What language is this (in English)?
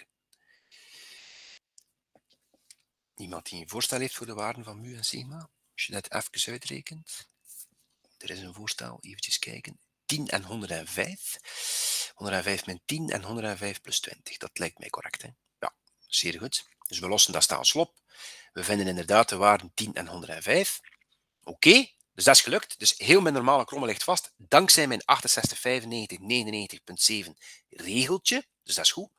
Dutch